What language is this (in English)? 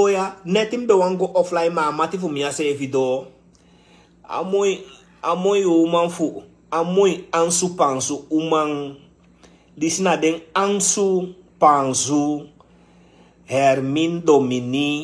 Sranan Tongo